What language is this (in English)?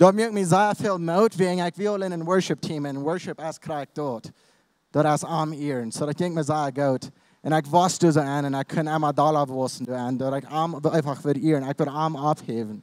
Plautdietsch